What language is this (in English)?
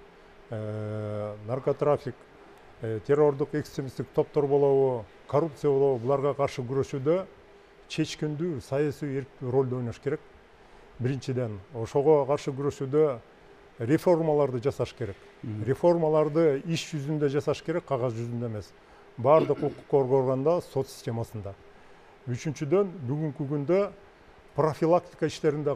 Kyrgyz